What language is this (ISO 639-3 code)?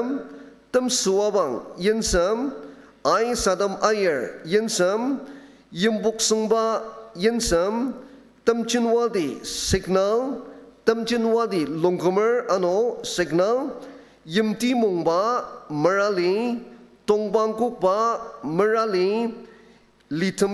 njo